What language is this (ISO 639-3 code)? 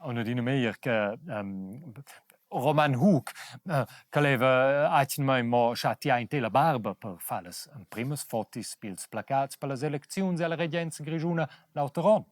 roh